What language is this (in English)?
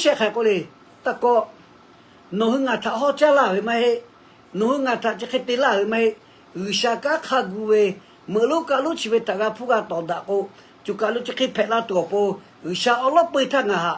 Lahu